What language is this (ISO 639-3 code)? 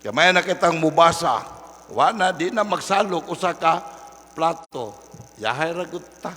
ceb